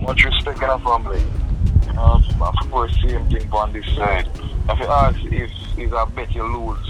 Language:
Jamaican Creole English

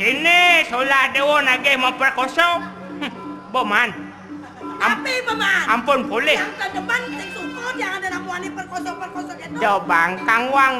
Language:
Balinese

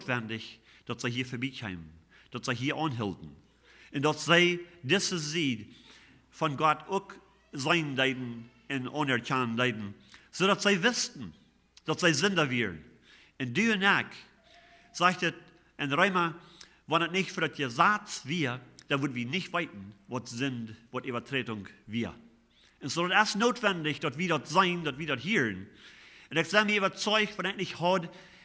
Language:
Plautdietsch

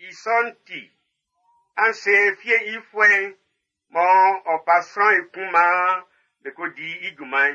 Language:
Baoulé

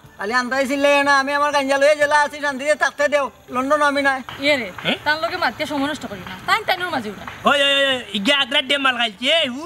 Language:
Sylheti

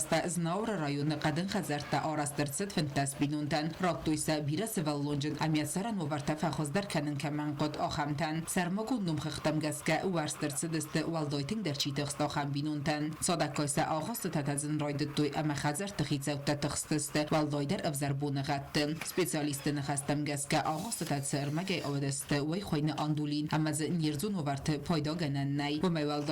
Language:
Ossetic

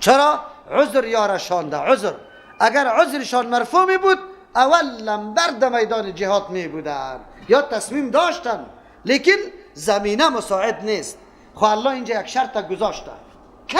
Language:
Persian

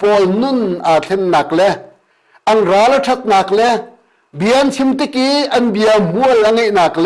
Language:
Hakha Chin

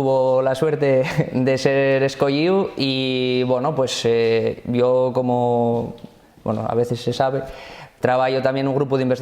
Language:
Asturian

